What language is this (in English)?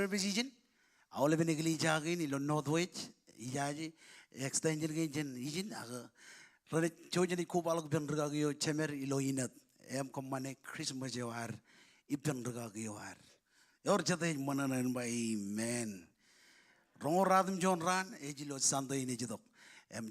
Marshallese